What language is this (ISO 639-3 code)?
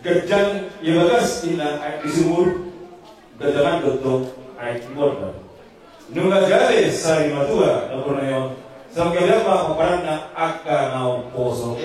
bbc